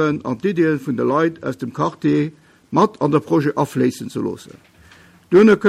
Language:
Luxembourgish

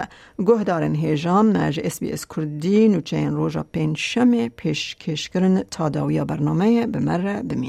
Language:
Kurdish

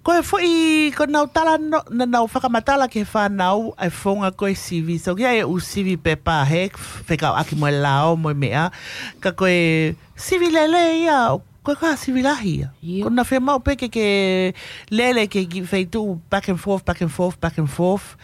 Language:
Tongan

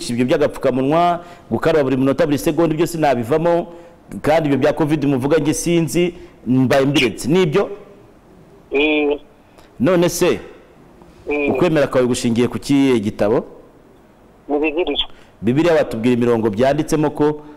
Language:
Kinyarwanda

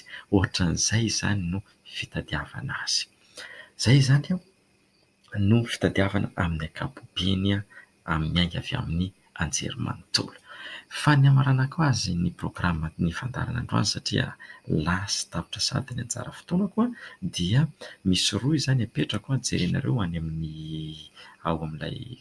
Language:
Malagasy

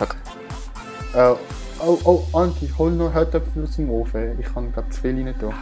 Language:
Swiss German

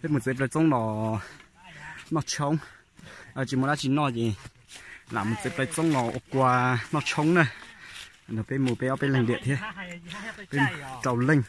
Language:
Hmong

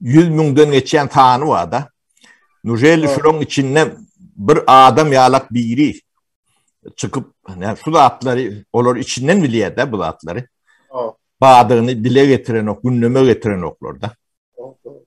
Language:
Turkmen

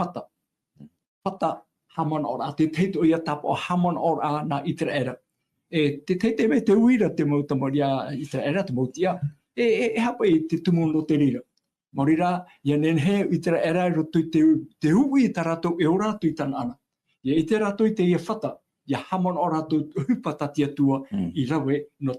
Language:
Tahitian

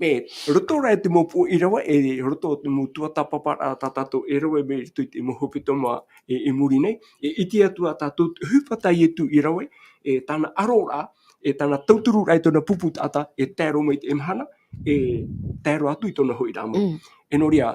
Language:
Tahitian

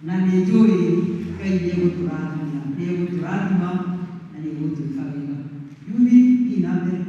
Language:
Kikuyu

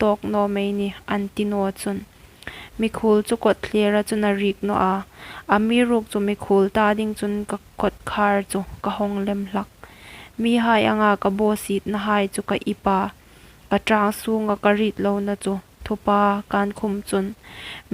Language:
Hmar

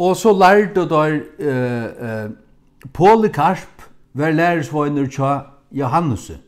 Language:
Faroese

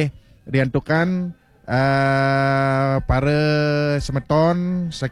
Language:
Balinese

